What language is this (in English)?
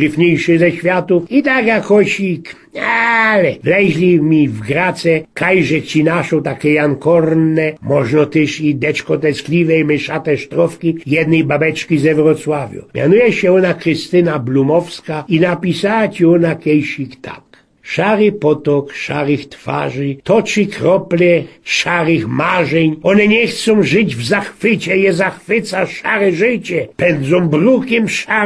Silesian